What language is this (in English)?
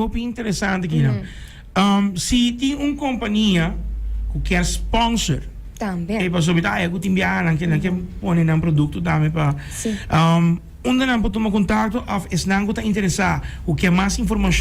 Papiamento